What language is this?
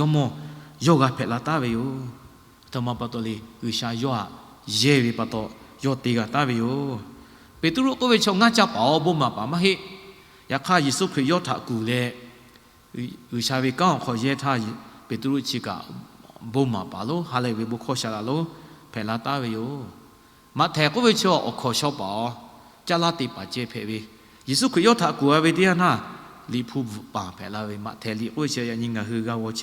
Lahu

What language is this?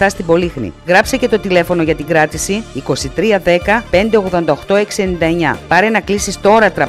Greek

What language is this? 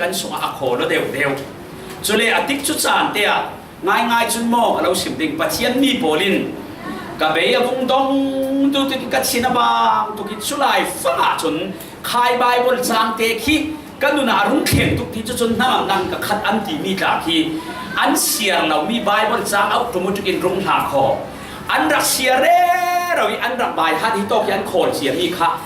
Falam Chin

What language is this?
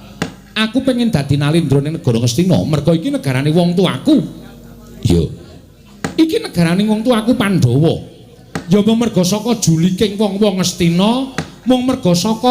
Javanese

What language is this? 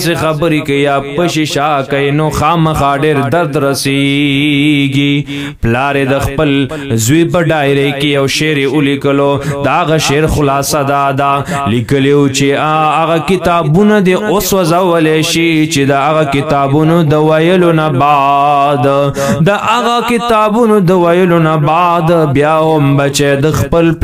Pashto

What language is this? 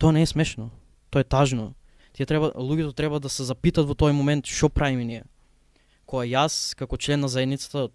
Macedonian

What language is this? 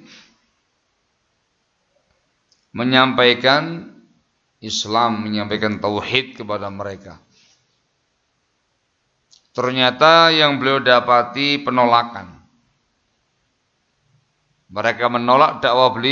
Indonesian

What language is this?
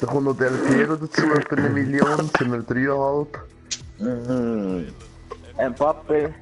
Swiss German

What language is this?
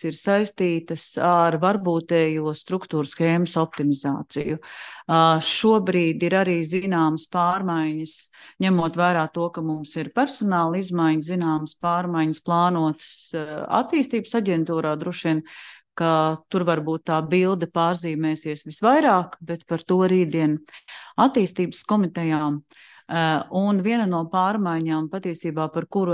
Latvian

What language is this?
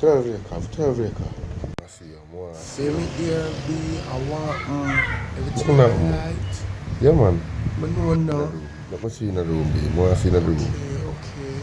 Jamaican Creole English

